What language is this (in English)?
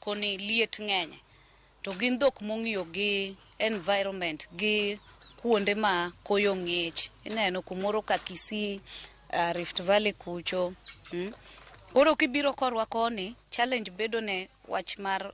Luo (Kenya and Tanzania)